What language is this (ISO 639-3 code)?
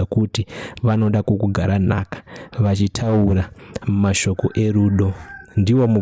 sna